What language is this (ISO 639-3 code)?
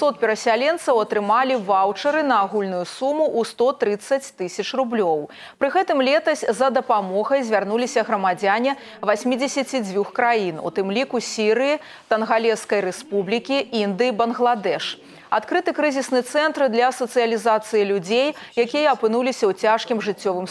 bel